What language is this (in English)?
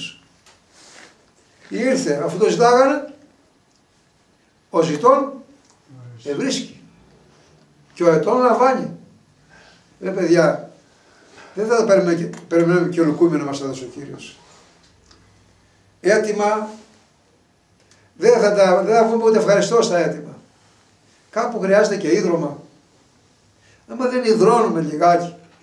Greek